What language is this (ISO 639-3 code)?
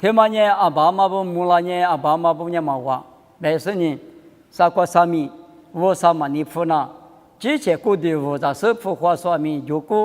lis